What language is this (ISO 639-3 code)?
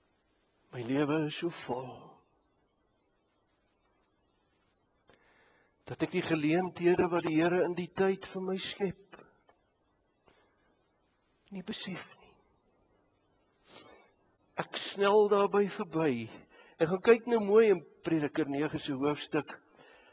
afr